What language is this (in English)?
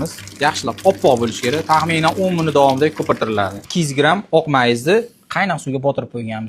Uzbek